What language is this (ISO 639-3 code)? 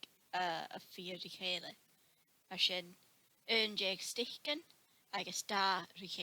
gla